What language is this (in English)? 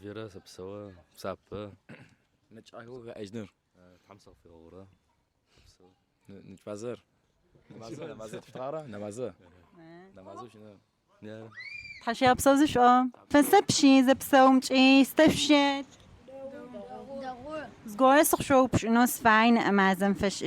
Adyghe